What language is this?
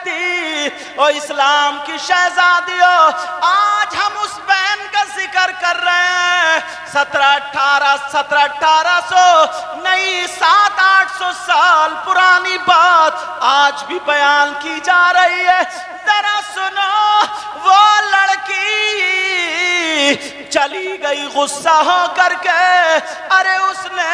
Urdu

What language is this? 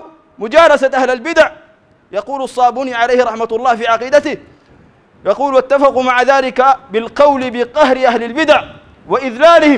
Sudanese Arabic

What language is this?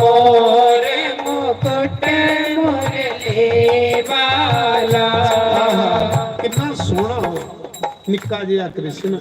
Dogri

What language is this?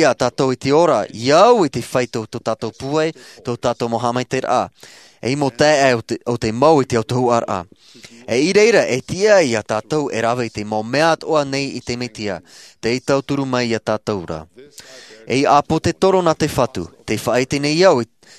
Tahitian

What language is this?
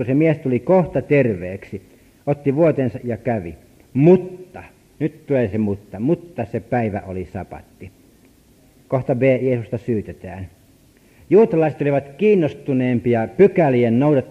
Finnish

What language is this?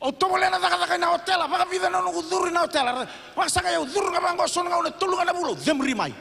Fijian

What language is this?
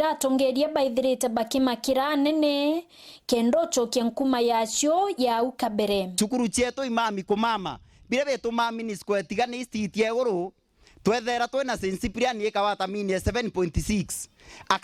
Meru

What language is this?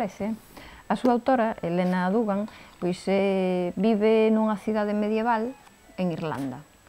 Galician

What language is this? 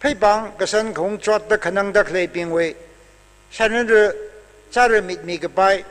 Tangkhul Naga (India)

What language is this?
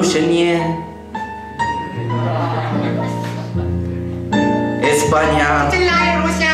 Romanian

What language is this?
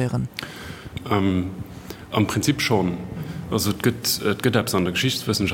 Luxembourgish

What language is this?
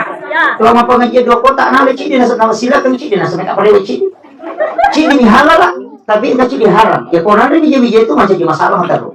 Buginese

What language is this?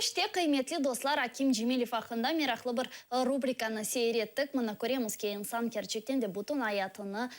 Crimean Tatar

